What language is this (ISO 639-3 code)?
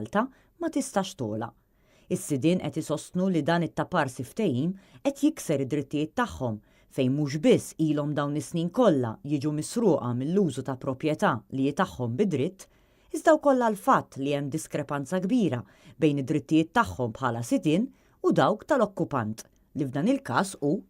mlt